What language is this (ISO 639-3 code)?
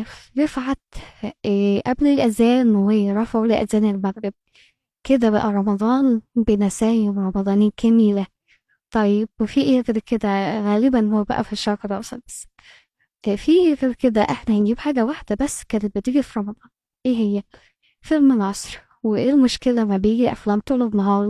arz